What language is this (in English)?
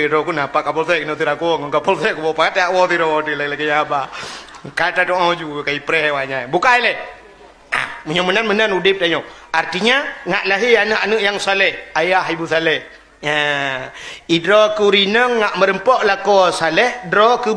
Achinese